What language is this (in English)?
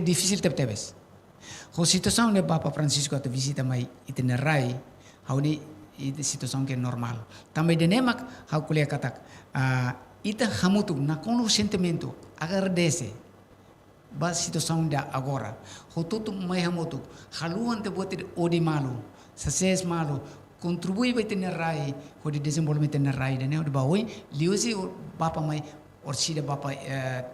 Tetum